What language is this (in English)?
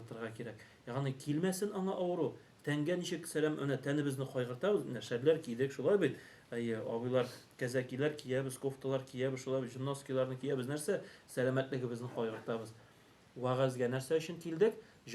Tatar